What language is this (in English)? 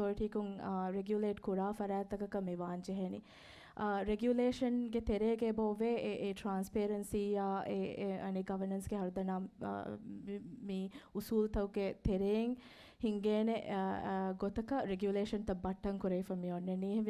Divehi